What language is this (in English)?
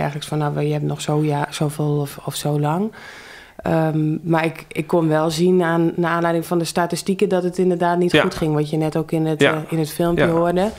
Dutch